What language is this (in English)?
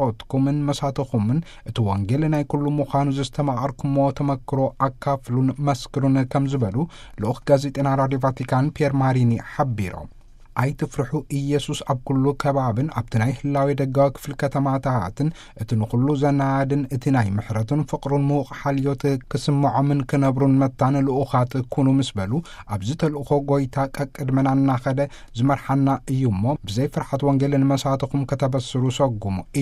Tigrinya